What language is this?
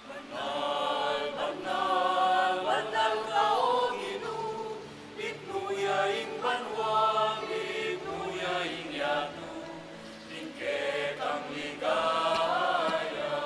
Pampanga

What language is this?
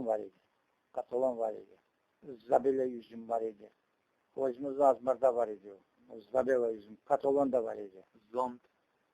Crimean Tatar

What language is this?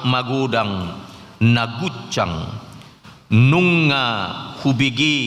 Batak Toba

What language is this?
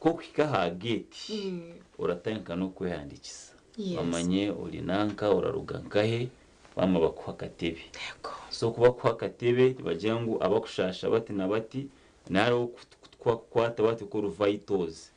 Nyankole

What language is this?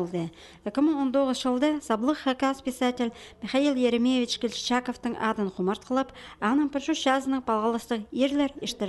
Khakas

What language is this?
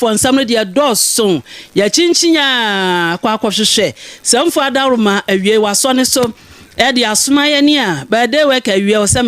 Akan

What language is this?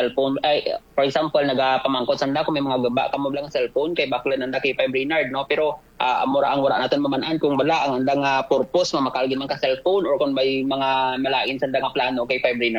Kinaray-a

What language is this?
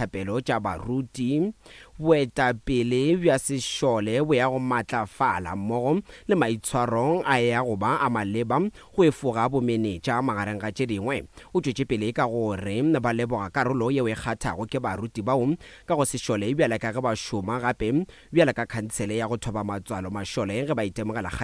Northern Sotho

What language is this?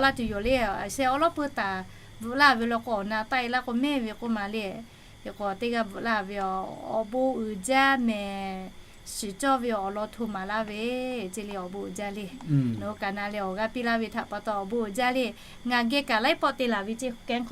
Lahu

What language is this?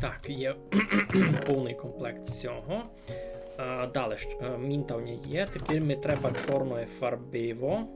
Rusyn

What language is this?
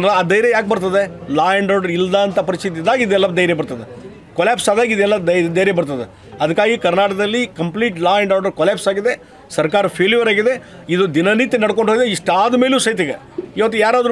Kannada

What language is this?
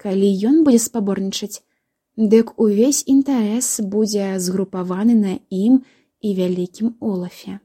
Belarusian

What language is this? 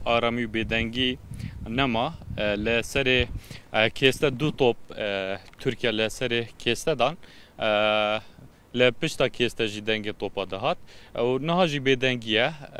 Kurdish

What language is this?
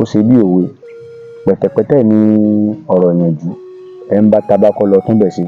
Yoruba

